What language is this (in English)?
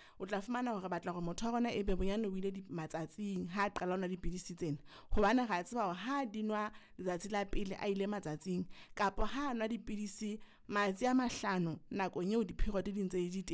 Southern Sotho